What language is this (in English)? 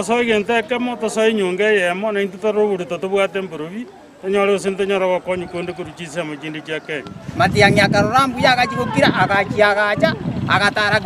Gusii